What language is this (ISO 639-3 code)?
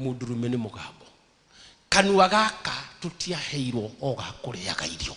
kik